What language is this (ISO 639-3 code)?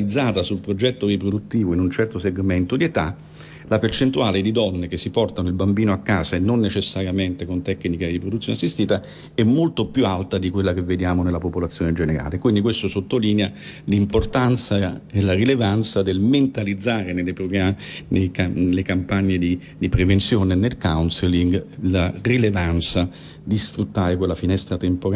ita